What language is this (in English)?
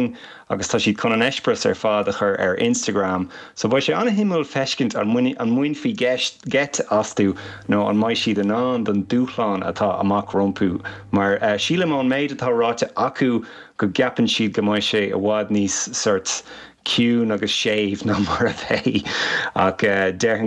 Irish